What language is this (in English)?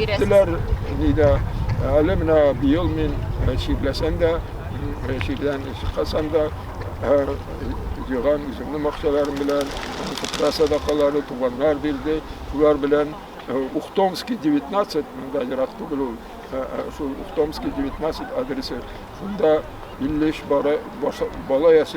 Tatar